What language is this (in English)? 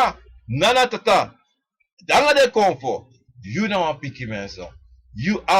Sranan Tongo